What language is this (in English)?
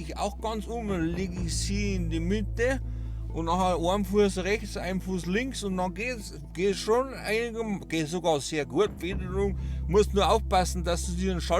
Bavarian